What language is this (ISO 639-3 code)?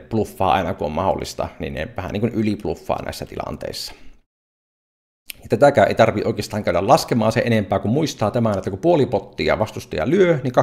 fin